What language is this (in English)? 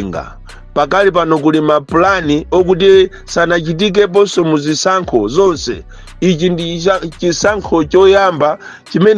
Nyanja